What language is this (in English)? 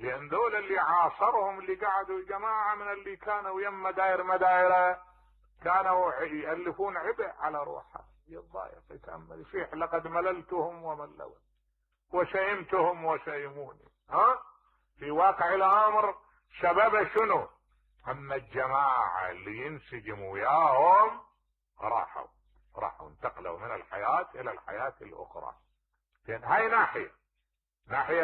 Mesopotamian Arabic